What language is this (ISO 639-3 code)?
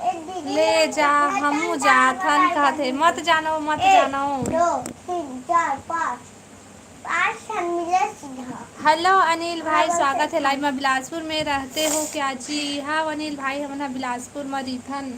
hne